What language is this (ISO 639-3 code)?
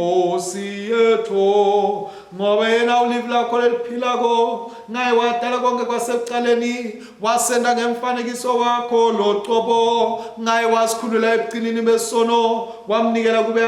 ssw